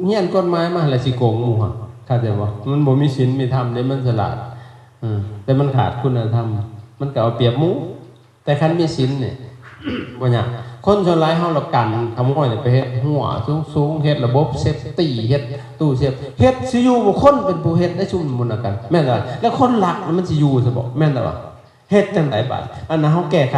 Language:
Lao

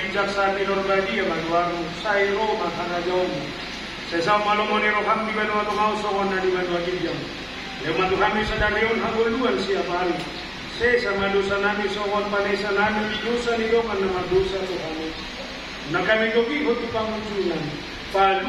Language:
Batak Toba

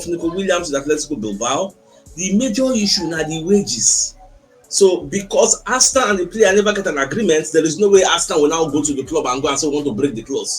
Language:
Nigerian Pidgin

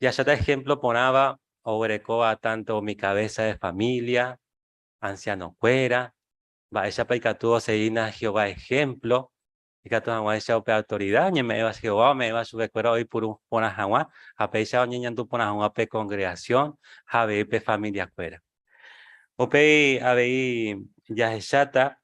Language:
Guarani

